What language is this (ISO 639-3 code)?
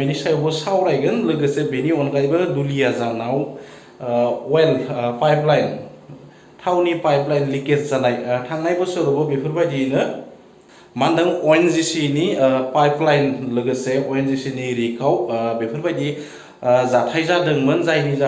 brx